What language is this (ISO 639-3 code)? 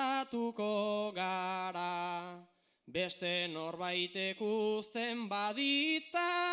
eus